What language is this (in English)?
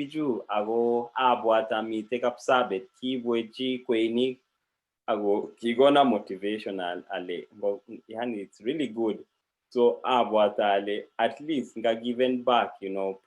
Kalenjin